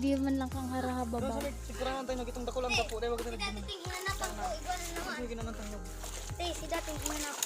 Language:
Bikol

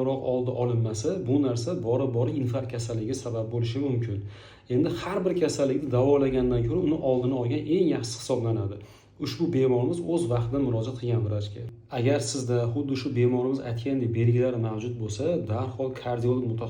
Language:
Uzbek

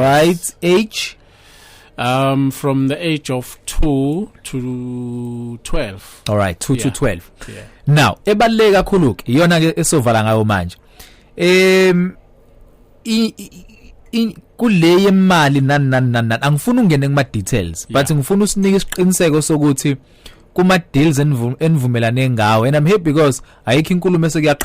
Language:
Zulu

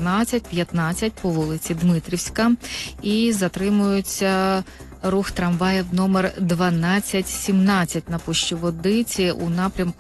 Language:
Ukrainian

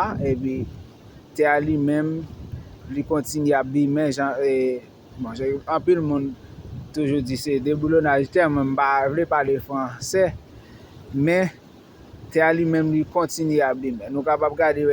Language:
Haitian Creole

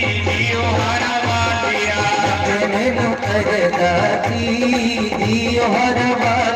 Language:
Dogri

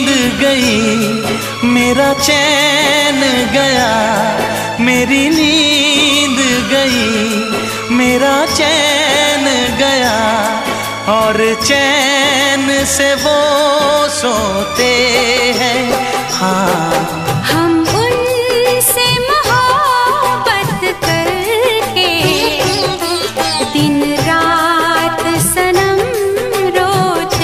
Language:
Hindi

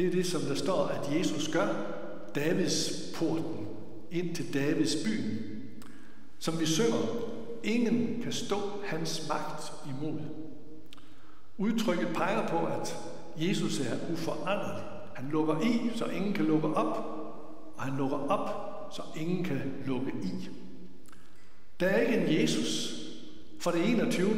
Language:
Danish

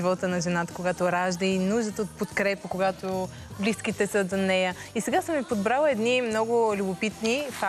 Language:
Bulgarian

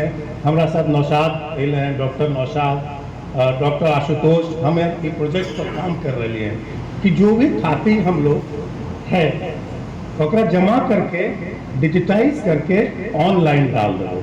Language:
Magahi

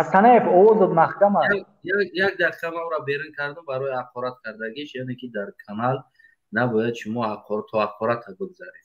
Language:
Tajik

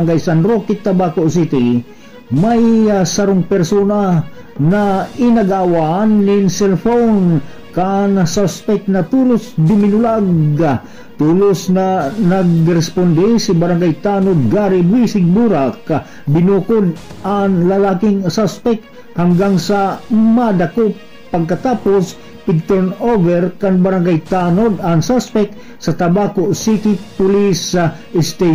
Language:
Bikol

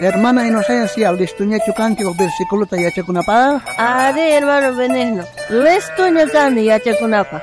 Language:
South Bolivian Quechua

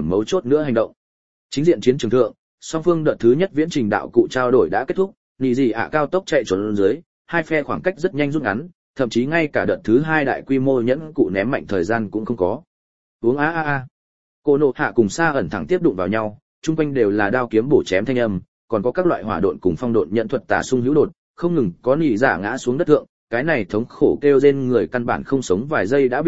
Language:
Vietnamese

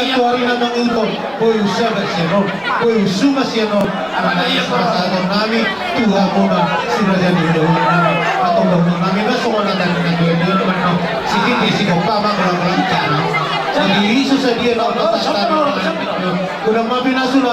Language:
Batak Toba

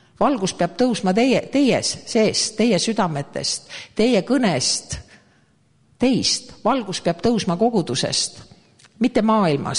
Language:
Estonian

